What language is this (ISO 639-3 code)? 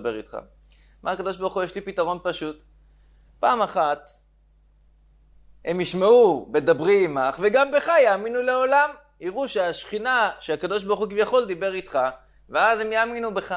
heb